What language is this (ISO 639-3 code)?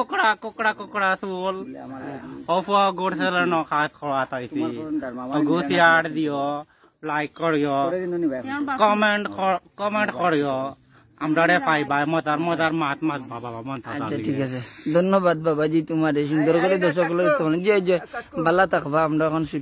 syl